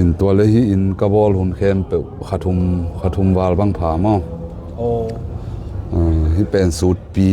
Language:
Tedim Chin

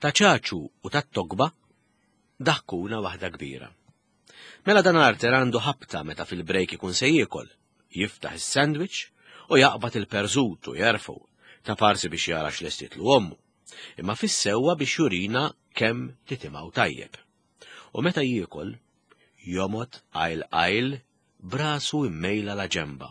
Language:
Maltese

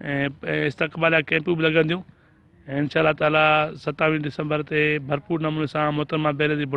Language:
Sindhi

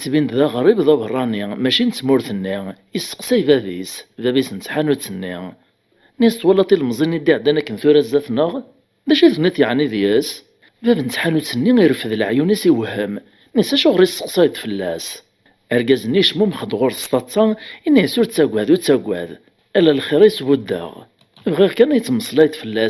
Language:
Kabyle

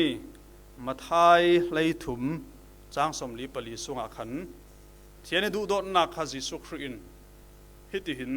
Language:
Falam Chin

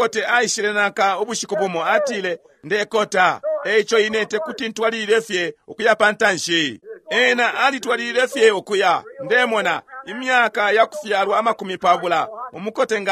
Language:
Bemba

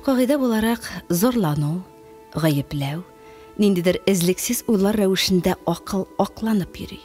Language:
Tatar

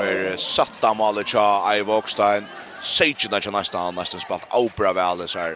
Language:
Faroese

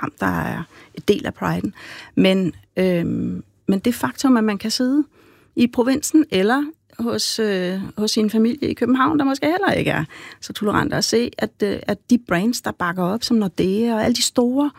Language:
Danish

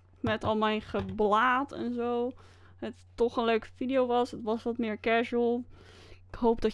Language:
Dutch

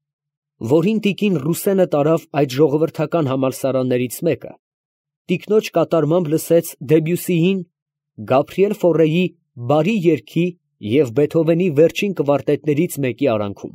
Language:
Armenian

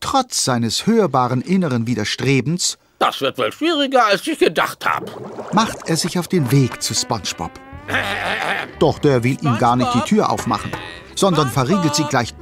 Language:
German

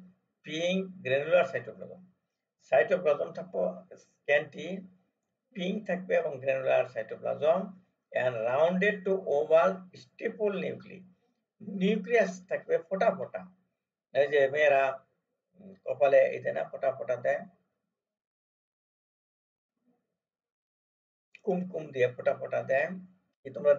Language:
Bangla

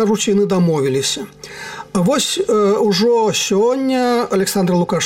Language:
Belarusian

